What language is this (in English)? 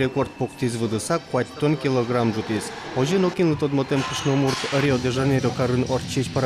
Udmurt